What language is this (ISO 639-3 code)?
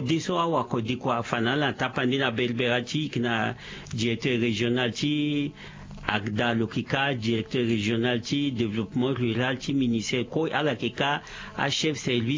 sag